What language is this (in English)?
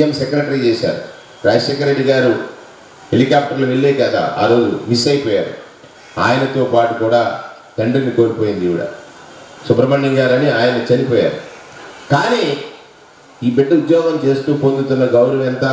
Telugu